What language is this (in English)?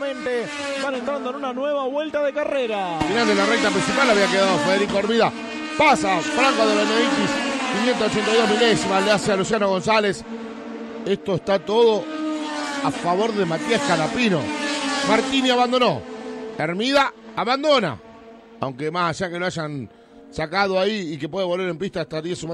Spanish